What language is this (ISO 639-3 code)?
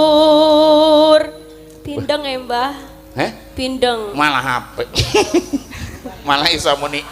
jav